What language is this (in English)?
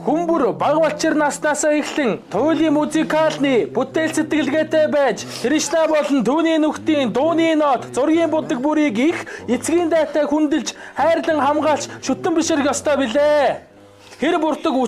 Mongolian